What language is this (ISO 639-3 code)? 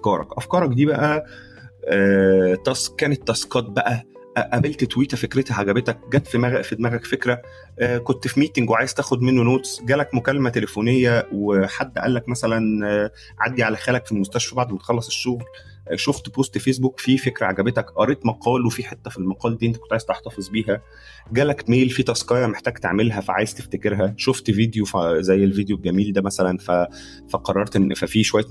arz